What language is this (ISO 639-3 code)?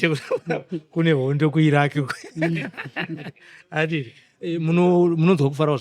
sna